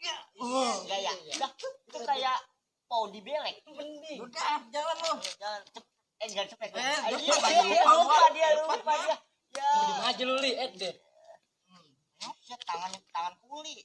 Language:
Betawi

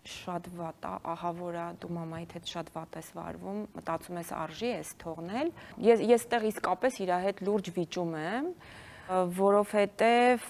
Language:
Armenian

